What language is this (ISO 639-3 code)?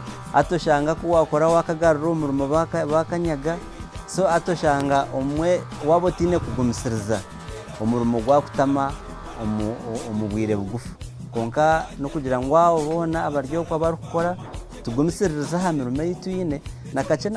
nyn